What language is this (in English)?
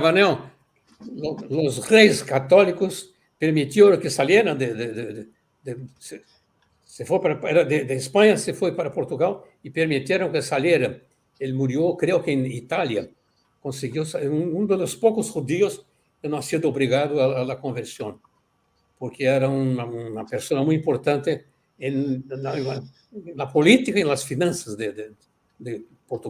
Ladino